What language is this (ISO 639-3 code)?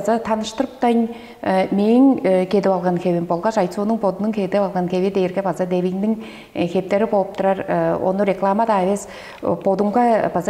tyv